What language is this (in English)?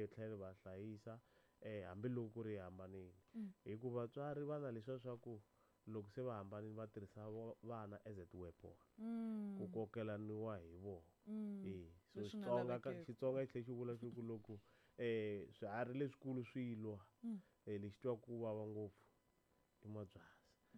Tsonga